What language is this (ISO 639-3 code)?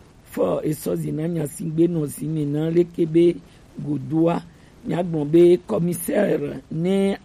gej